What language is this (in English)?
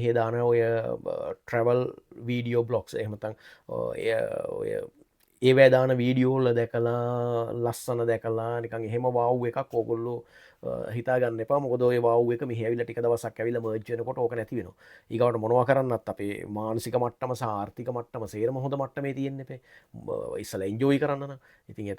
Sinhala